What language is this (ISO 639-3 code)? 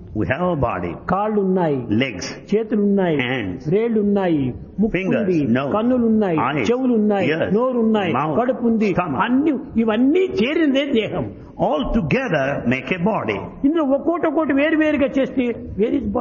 tel